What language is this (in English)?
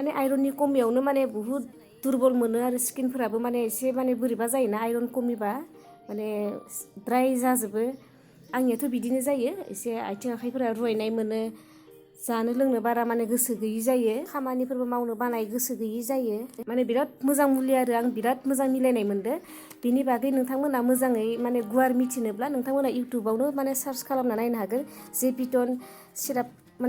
Bodo